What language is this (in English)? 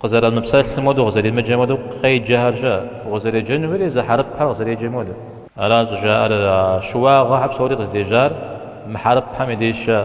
Kabardian